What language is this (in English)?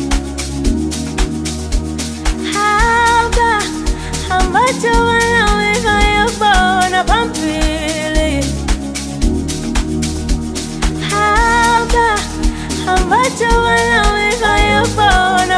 Swahili